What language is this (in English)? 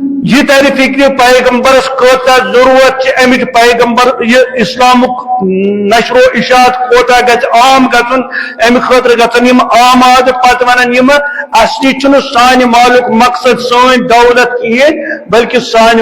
Kashmiri